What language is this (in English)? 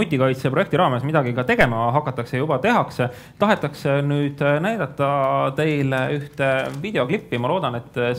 Estonian